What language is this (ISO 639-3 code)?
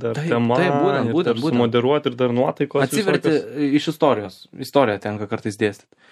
lit